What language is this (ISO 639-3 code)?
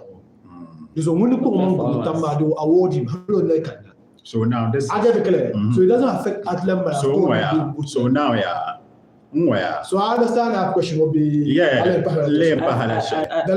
dag